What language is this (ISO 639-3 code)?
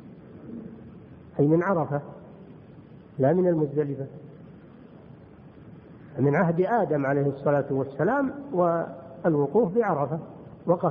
ara